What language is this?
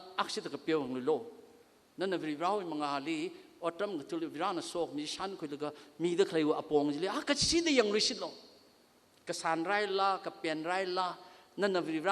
Tangkhul Naga (India)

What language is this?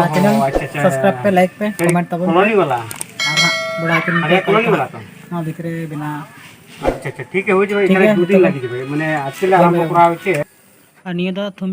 Santali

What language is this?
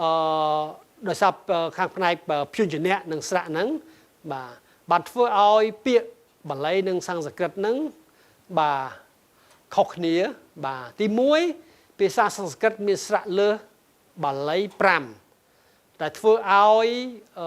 Khmer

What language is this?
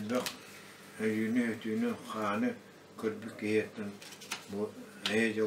Yakut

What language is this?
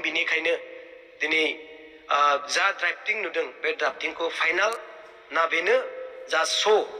Bodo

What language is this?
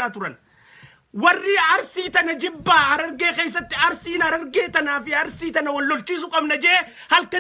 Oromo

